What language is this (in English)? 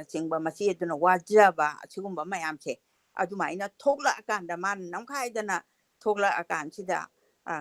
Manipuri